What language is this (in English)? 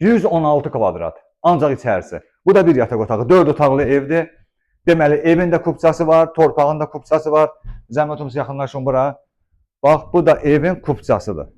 Azerbaijani